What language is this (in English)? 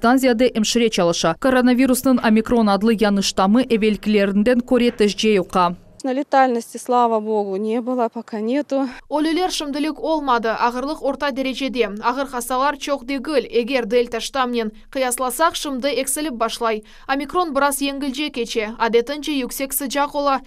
Crimean Tatar